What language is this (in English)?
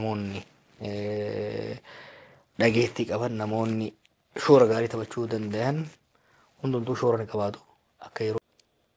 Oromo